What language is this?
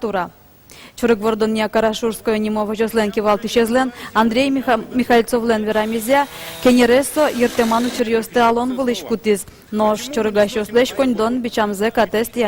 Udmurt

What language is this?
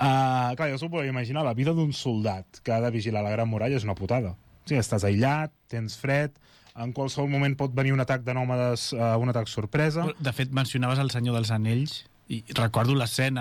Catalan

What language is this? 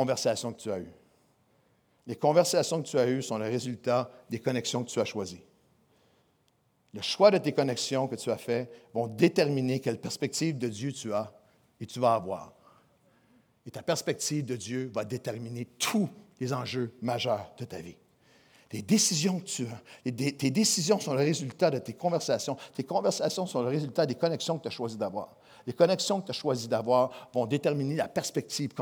French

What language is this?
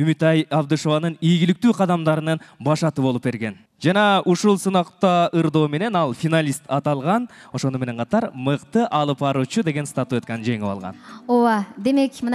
Kyrgyz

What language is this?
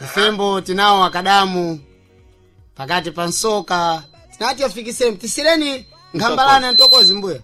Sena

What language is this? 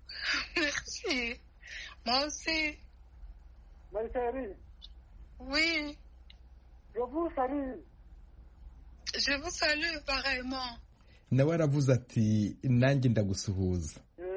Kinyarwanda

